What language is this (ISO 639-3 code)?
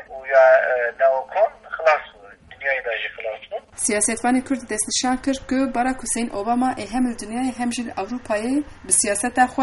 kur